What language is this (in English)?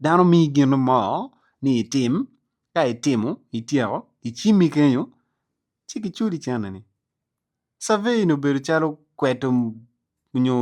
Acoli